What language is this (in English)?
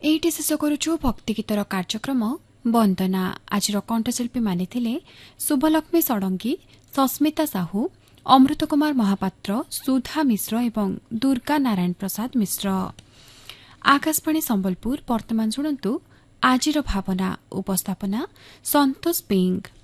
Odia